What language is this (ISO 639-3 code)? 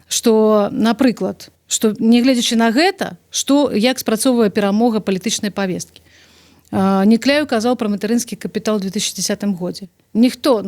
bel